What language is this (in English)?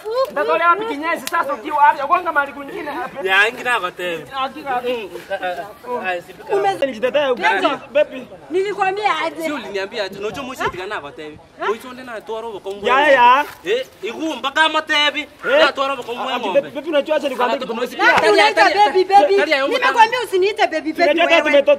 Swahili